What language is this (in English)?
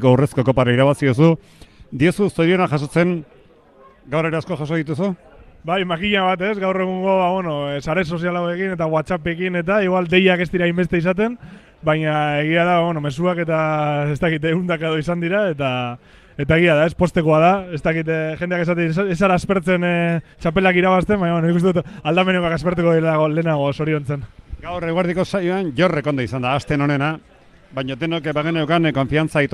Basque